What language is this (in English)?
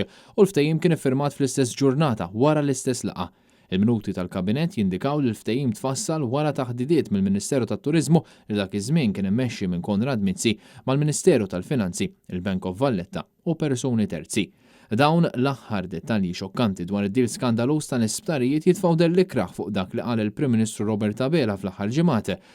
Maltese